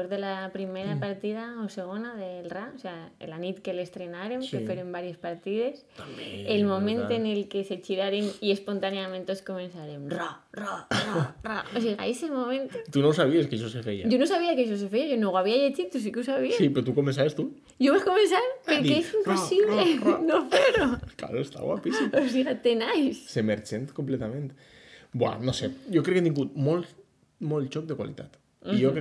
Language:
Catalan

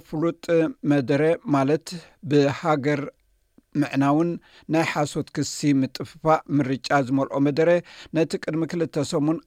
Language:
Tigrinya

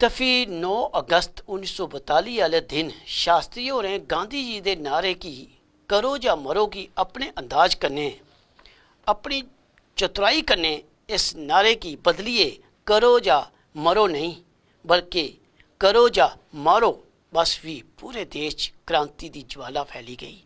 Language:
Dogri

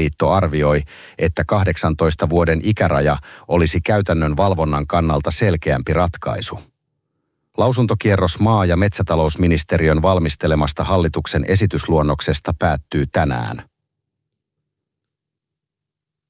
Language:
Finnish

